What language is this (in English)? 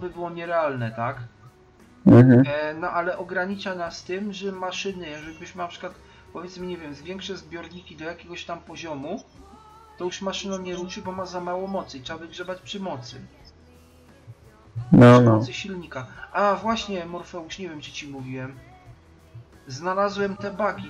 Polish